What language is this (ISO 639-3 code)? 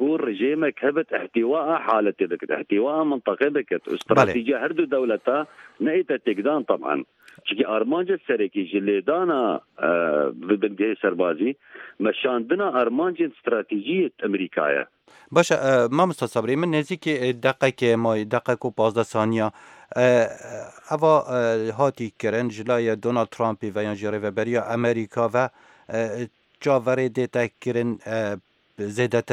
ckb